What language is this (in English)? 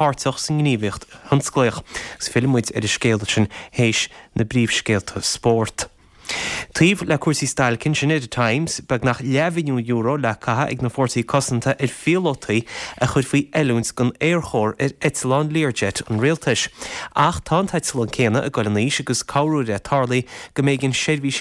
Irish